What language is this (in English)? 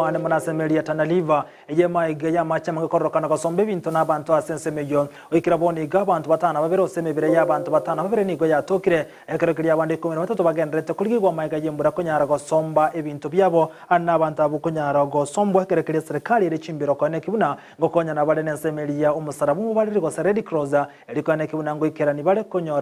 Gusii